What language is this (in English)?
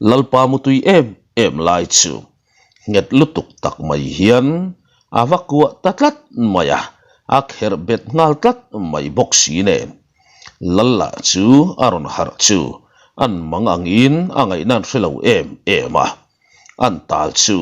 Mizo